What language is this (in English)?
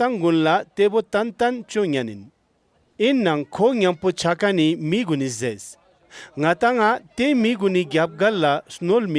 Ladakhi